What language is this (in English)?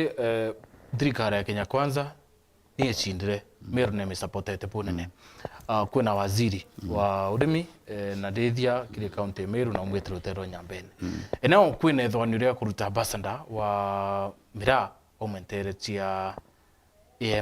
Meru